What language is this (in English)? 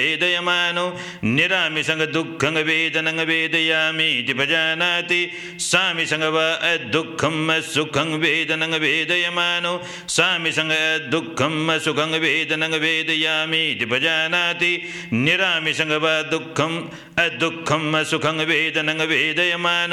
Pali